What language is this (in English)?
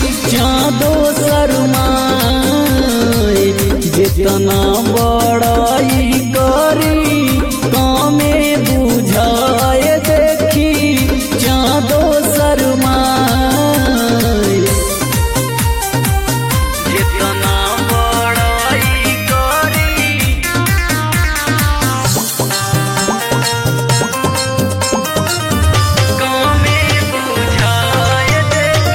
Bhojpuri